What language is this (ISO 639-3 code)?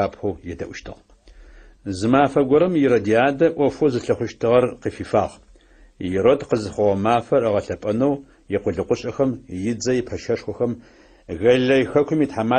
ady